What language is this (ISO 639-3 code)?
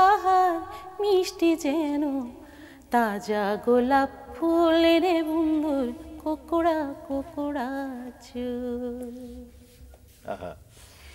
ben